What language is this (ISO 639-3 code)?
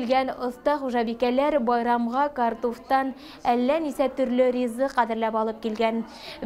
bak